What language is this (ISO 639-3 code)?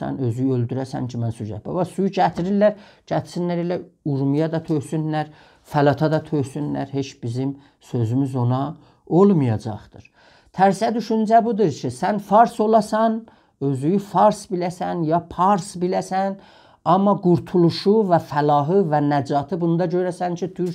azb